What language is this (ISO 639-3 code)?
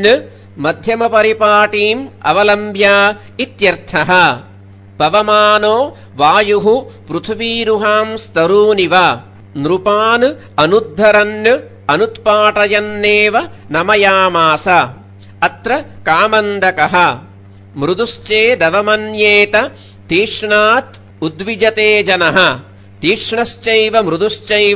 san